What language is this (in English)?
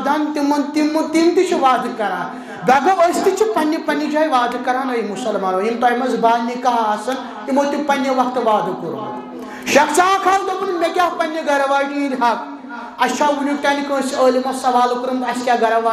Kashmiri